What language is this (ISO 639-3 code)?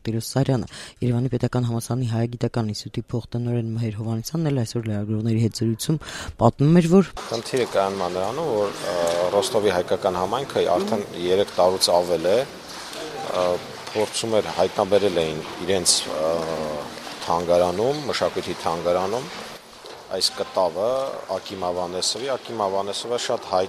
hye